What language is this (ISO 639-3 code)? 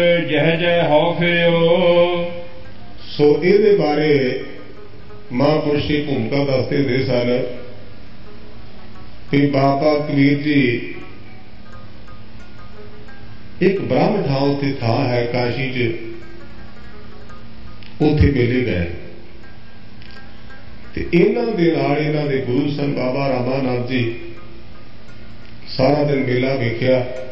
pan